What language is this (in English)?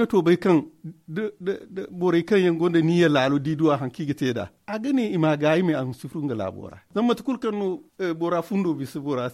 Zarma